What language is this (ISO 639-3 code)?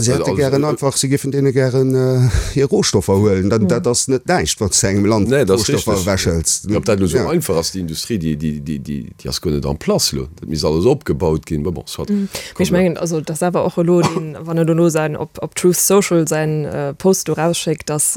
ltz